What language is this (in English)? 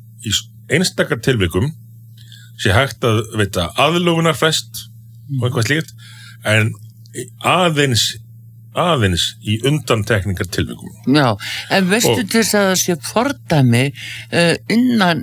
Icelandic